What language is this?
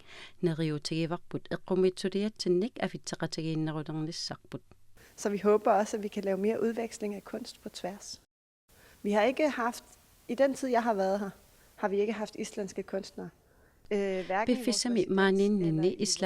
Kalaallisut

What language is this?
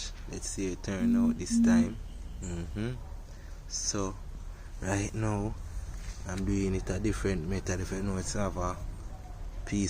Jamaican Creole English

